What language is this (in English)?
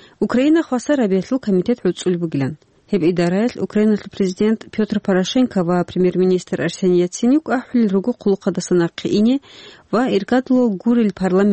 Avaric